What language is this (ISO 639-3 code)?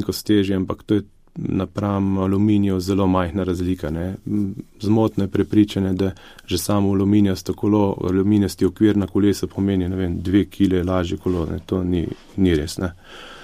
slv